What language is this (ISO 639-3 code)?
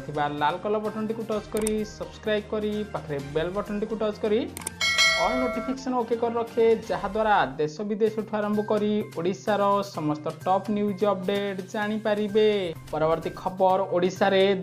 ori